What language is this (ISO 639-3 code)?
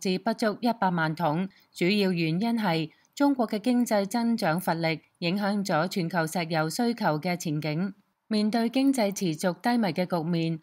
yue